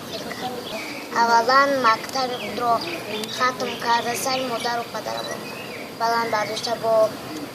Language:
Tajik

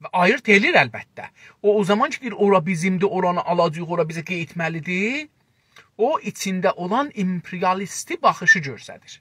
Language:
South Azerbaijani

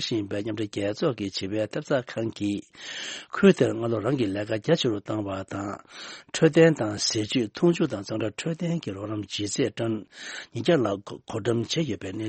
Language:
Tibetan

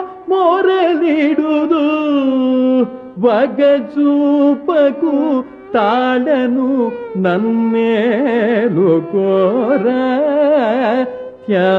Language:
Kannada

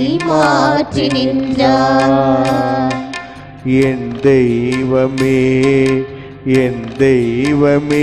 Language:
Tamil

